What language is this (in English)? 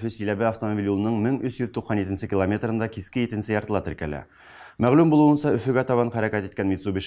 Bashkir